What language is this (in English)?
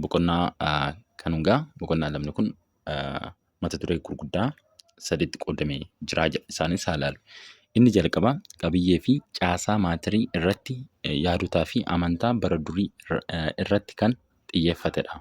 Oromo